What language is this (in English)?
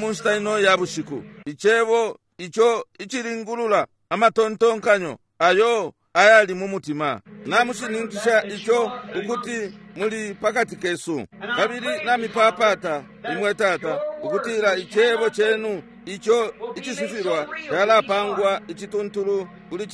Bemba